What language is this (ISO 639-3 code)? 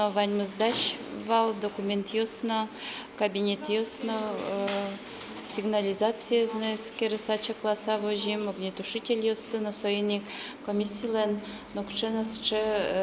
udm